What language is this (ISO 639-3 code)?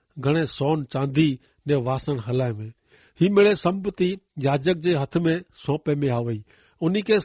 kfr